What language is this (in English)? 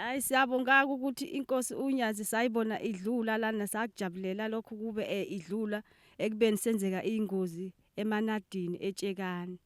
Zulu